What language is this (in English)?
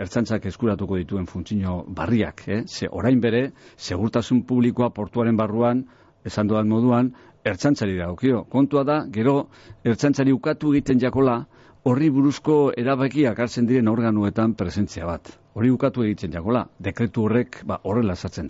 Basque